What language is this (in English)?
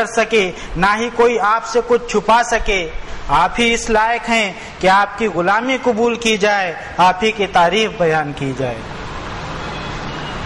Urdu